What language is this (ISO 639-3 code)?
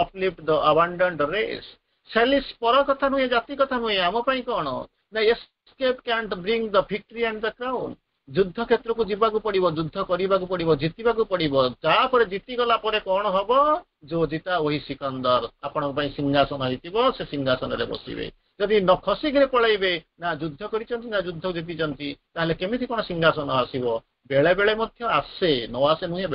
ori